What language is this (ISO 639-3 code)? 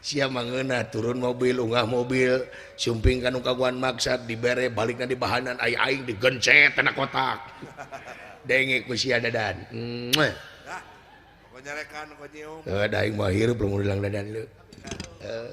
sun